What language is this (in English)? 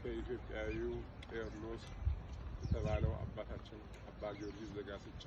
Amharic